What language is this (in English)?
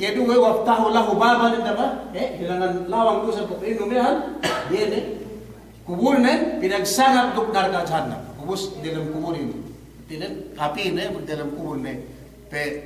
Yakan